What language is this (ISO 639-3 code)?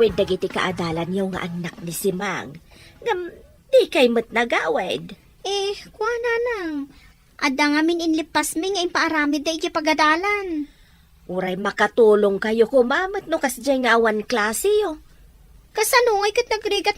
ilo